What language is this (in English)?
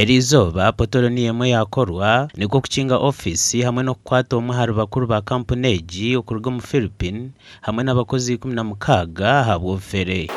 Nyankole